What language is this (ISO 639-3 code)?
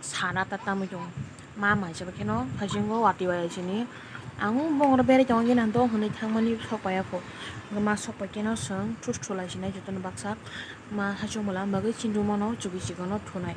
trp